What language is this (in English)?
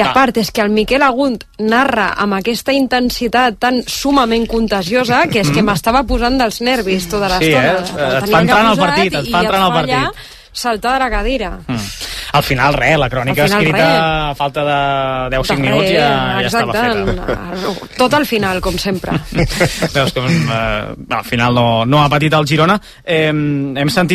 Catalan